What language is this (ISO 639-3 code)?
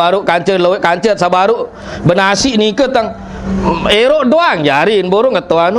sas